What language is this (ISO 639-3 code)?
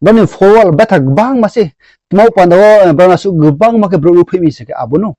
ria